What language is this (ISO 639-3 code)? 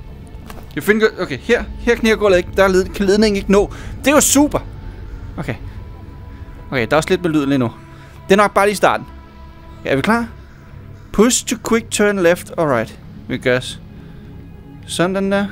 dan